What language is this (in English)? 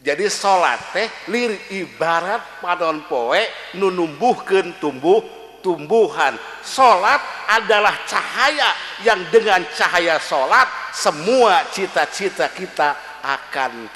Sundanese